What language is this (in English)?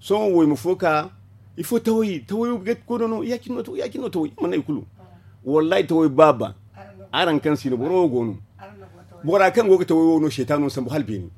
Zarma